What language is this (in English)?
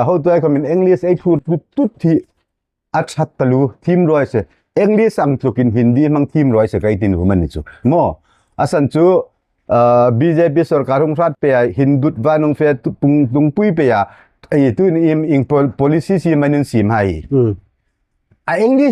Hmar